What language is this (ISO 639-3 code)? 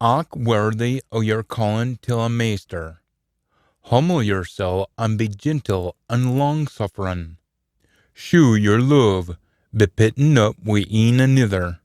sco